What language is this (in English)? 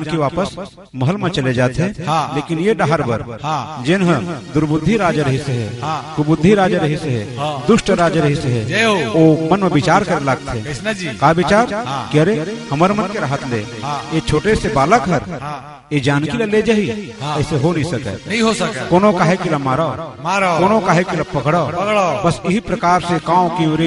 Chhattisgarhi